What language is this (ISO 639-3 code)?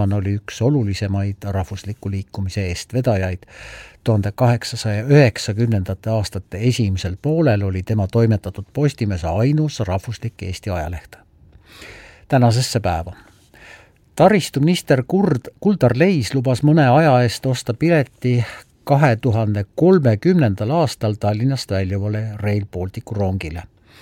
est